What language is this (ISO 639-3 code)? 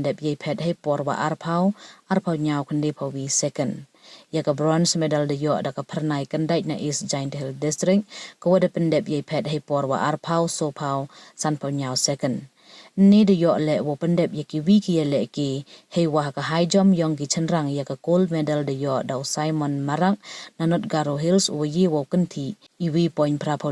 pbv